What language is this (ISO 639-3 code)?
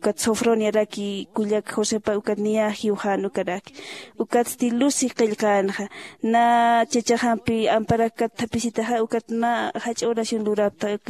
aym